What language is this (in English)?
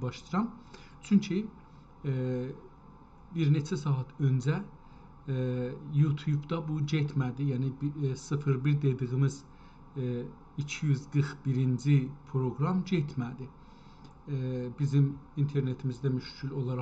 South Azerbaijani